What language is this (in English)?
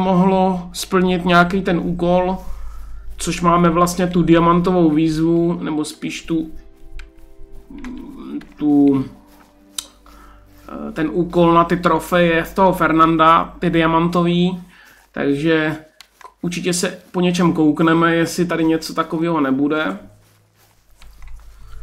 Czech